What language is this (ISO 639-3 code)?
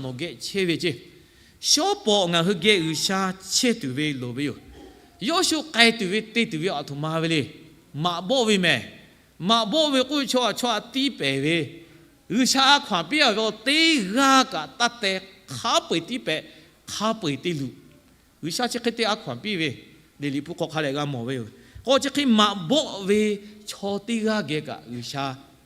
lhu